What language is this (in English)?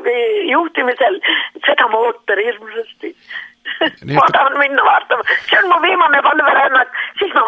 Estonian